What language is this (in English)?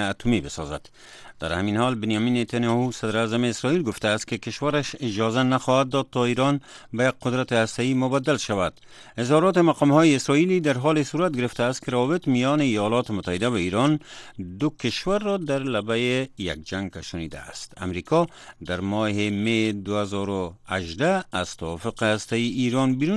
Persian